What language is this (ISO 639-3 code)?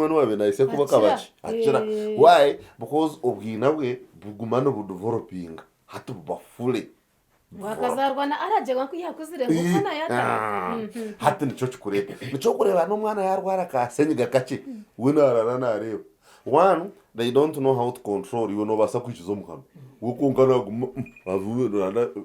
nyn